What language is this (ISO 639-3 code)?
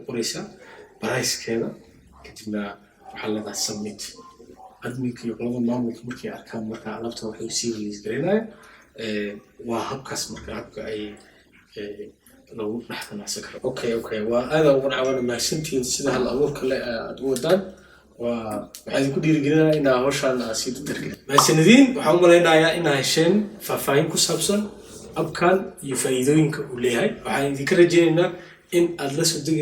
som